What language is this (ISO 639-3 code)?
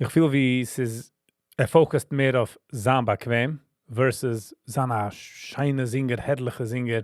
yid